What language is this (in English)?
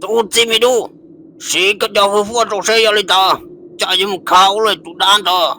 Hmong